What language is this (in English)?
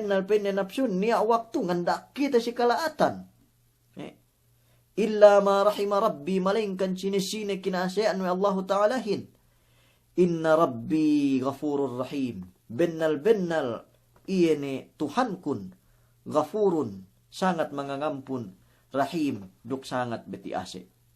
Yakan